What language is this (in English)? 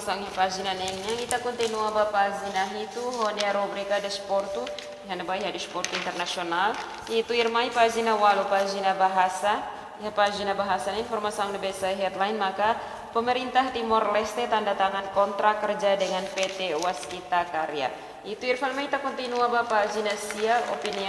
Tetum